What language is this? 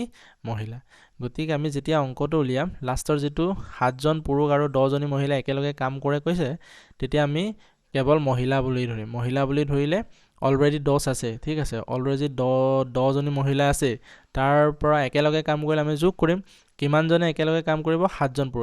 Assamese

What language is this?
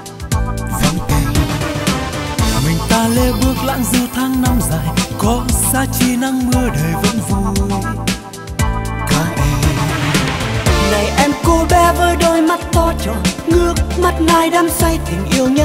Vietnamese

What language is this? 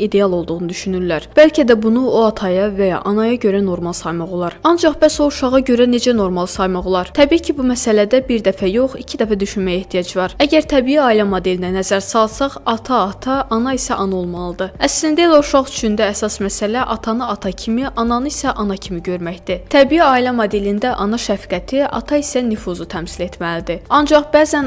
Azerbaijani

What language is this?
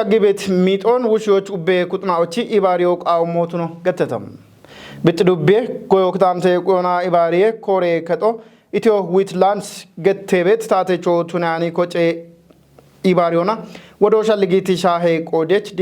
Kafa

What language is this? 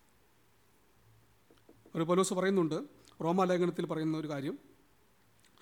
Malayalam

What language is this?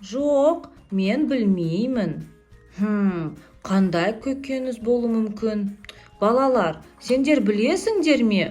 Kazakh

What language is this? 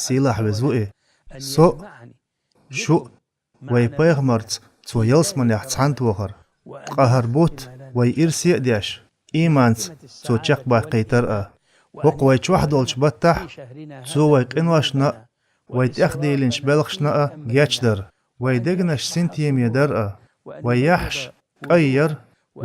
Chechen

